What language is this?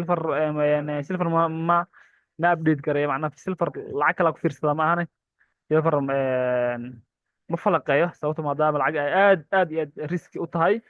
Somali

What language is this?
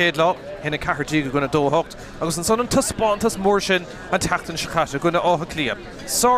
Irish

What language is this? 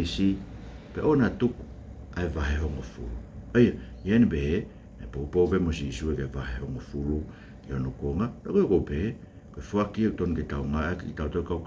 Tongan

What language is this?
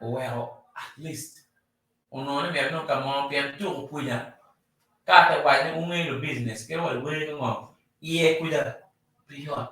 Acoli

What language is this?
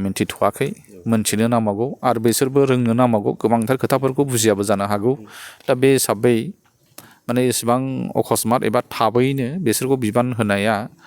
Bodo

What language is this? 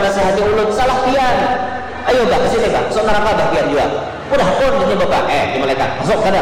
Banjar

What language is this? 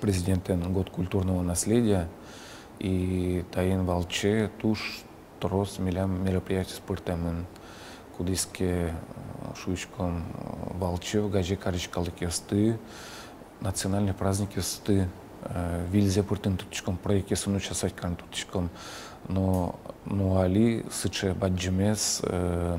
Udmurt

